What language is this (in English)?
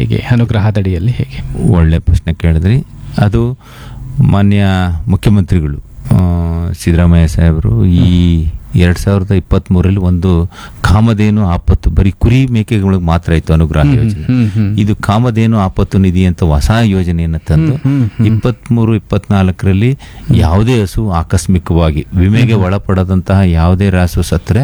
Kannada